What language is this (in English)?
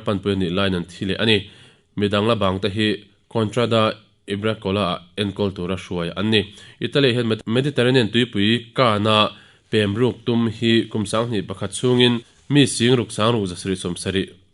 Mizo